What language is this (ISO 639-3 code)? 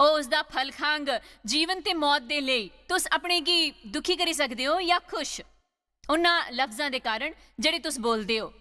doi